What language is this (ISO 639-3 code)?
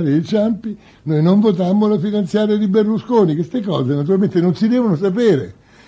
ita